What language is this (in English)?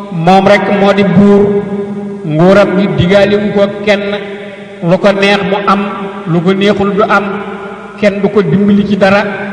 Wolof